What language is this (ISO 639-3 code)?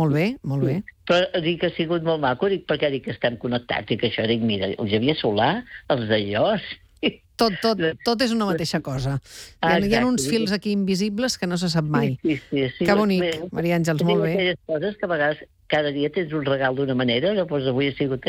cat